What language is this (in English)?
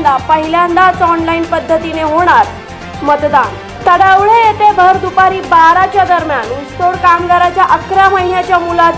Marathi